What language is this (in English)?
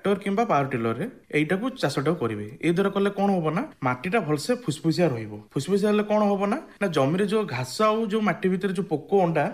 Odia